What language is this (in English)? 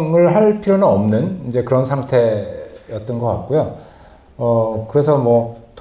Korean